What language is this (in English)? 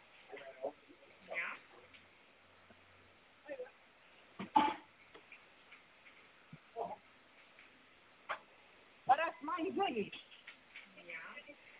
Estonian